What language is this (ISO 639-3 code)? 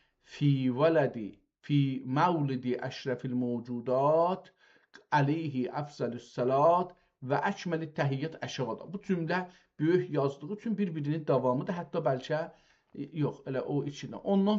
azb